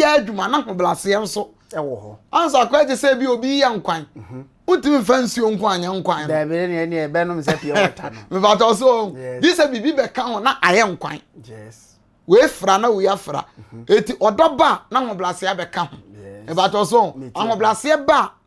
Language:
Akan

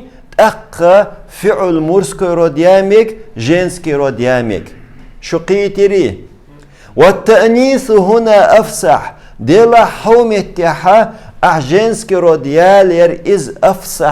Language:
Chechen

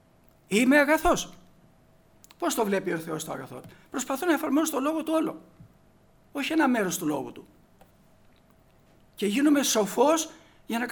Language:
Greek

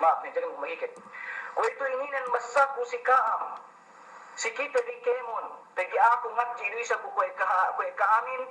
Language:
Yakan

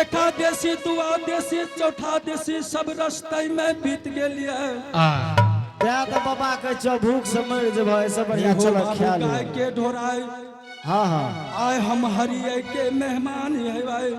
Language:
Angika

